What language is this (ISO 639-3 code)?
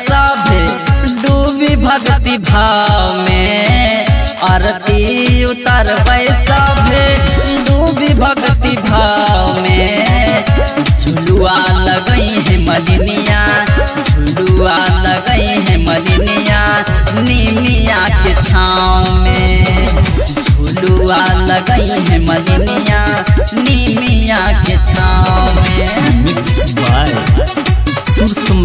bho